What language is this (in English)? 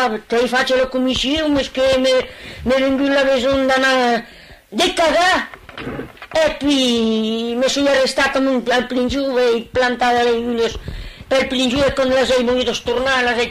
Occitan